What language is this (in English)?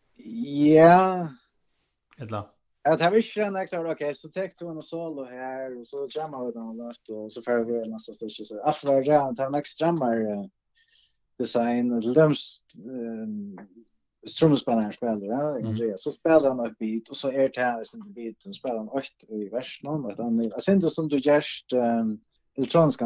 Faroese